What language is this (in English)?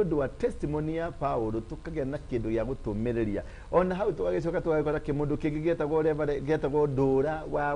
Kikuyu